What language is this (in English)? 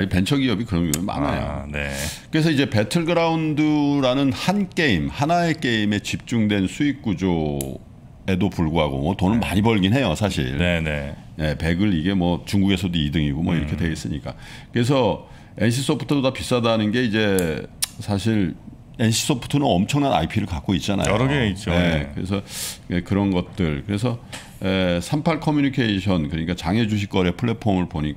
Korean